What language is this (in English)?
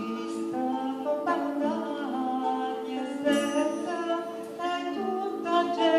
Neapolitan